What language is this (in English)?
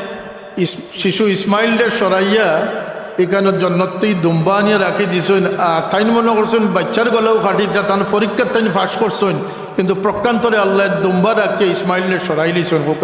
Sylheti